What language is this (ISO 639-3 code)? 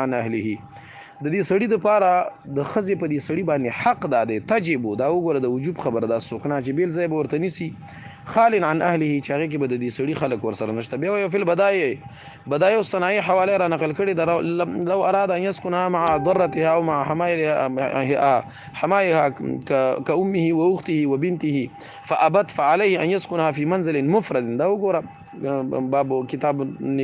pus